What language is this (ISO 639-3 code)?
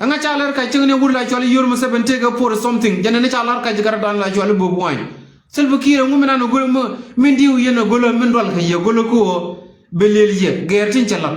nus